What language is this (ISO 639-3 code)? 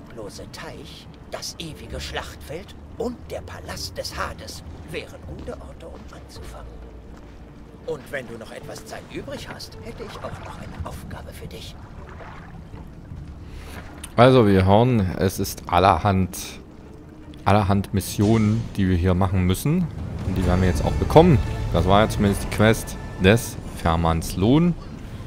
deu